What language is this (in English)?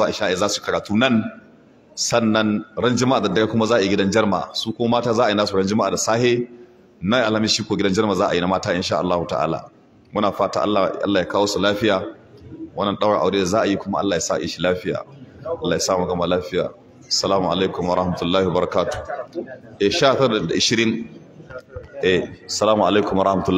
Hausa